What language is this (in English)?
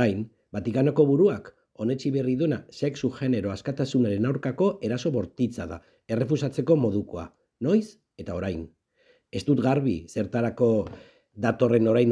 Basque